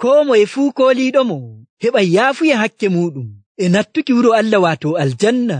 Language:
Nigerian Fulfulde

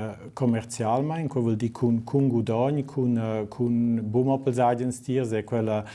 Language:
Romansh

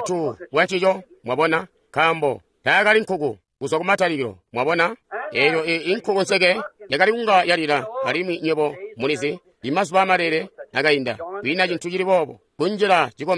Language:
Tonga (Zambia)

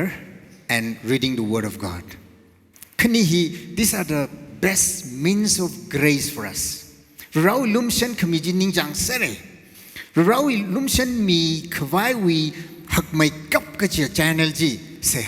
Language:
Tangkhul Naga (India)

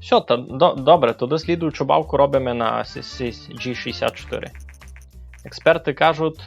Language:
Rusyn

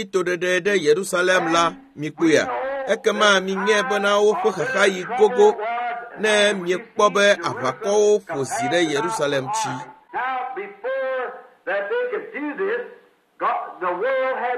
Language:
Ewe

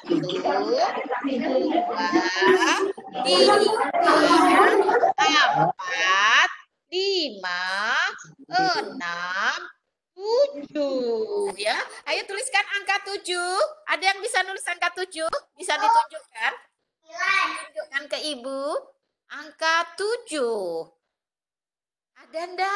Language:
Indonesian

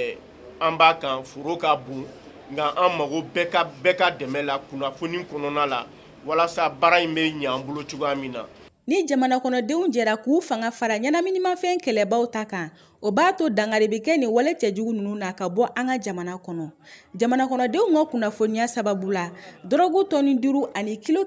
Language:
Bambara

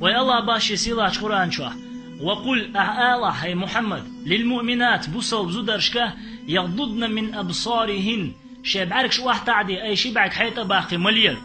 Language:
Chechen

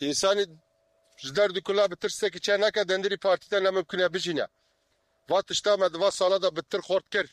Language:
Kurdish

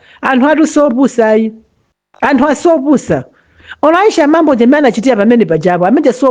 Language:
Nyanja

